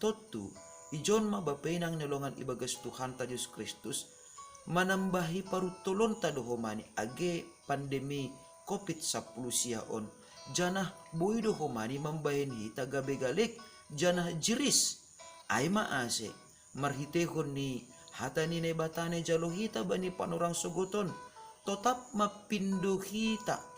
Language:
Batak Simalungun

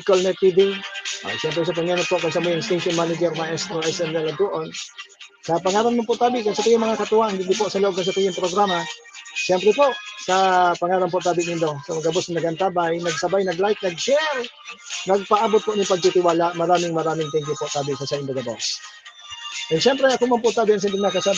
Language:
Bikol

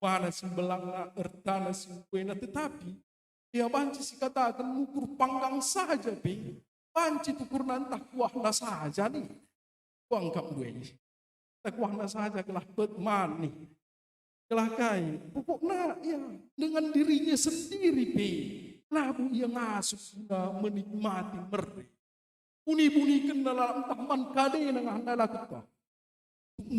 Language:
Batak Karo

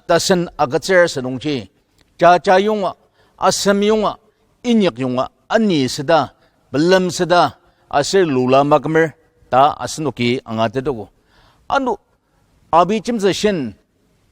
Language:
Ao Naga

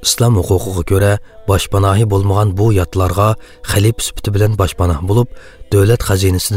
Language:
Uyghur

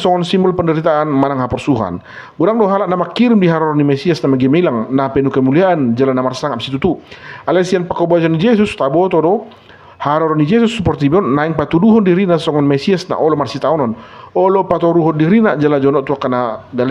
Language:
Batak Toba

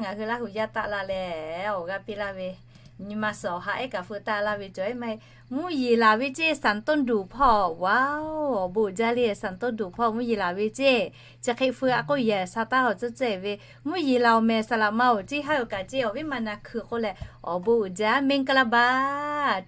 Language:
Lahu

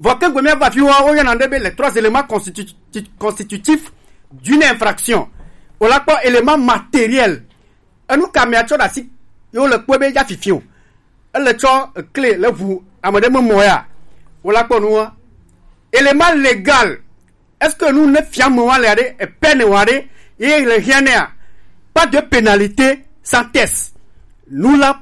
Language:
Gen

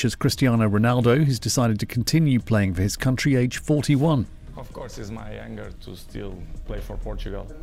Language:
English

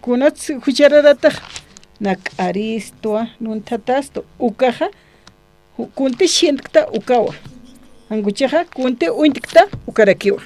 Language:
Aymara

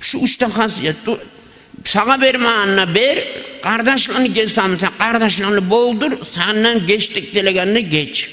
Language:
Kumyk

